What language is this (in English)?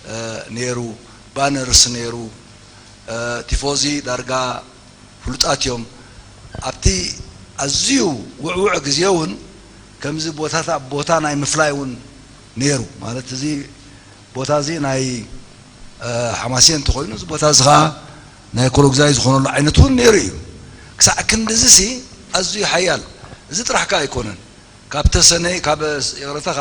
Tigrinya